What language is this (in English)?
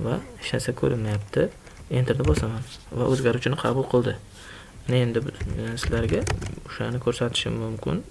Uzbek